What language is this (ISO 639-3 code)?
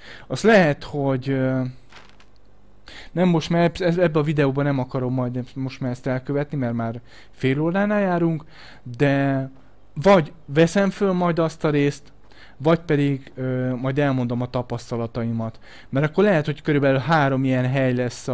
hun